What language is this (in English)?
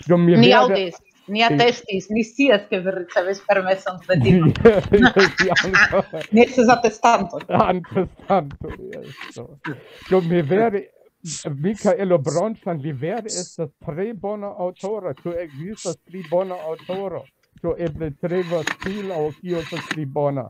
Esperanto